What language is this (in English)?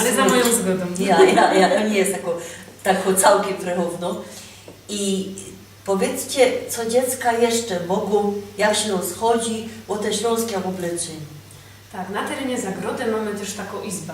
Silesian